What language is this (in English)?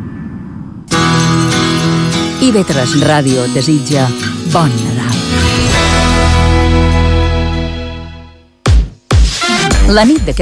Catalan